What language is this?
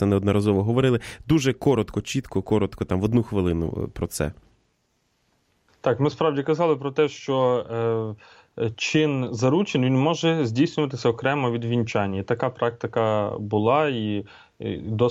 Ukrainian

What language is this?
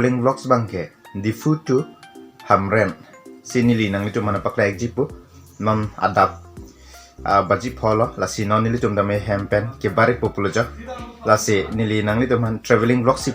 Karbi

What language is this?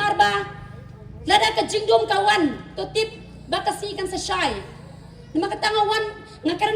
Khasi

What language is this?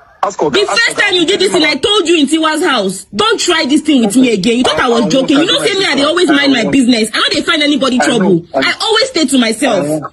Nigerian Pidgin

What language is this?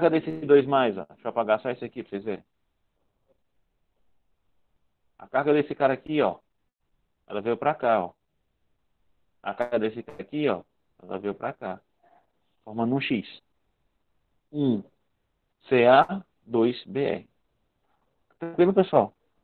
Portuguese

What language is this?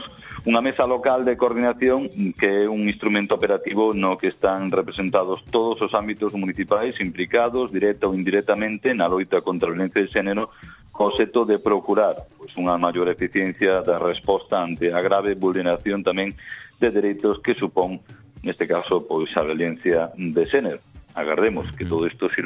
Galician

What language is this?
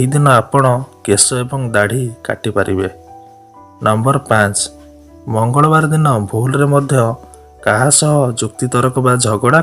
Odia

